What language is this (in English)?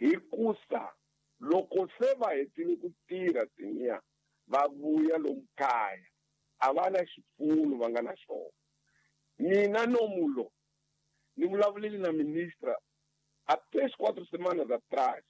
Tsonga